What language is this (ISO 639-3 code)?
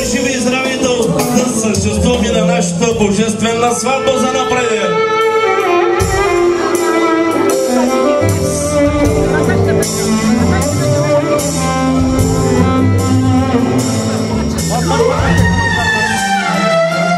bul